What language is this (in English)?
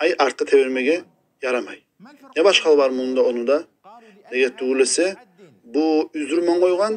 Kumyk